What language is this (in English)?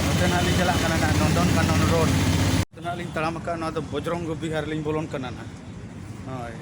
Santali